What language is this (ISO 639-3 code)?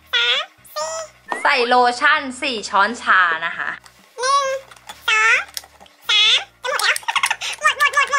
tha